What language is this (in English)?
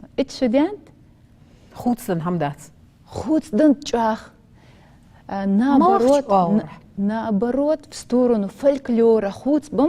Ingush